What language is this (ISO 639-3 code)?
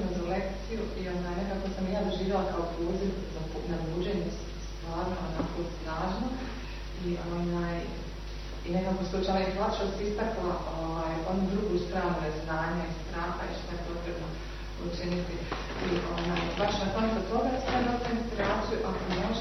srp